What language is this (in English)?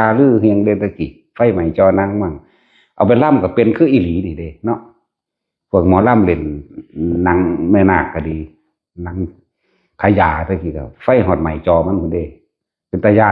Northeastern Thai